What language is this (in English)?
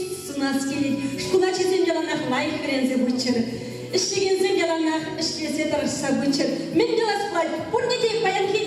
Chuvash